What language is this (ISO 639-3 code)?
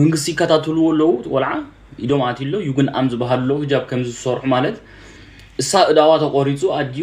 tir